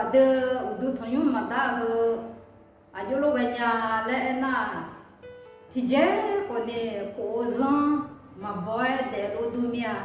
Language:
Akha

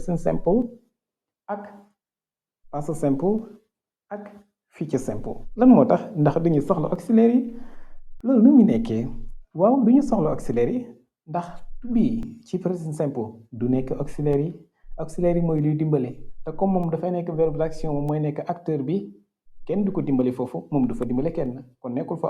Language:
Wolof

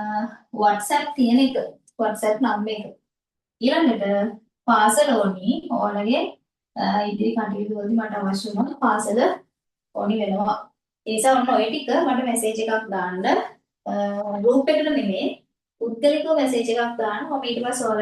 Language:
Sinhala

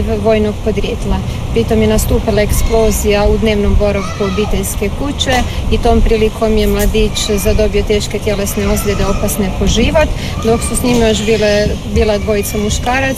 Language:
Croatian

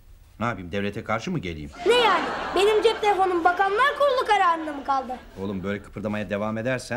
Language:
Turkish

